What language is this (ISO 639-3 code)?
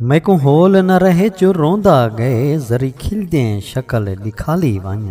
skr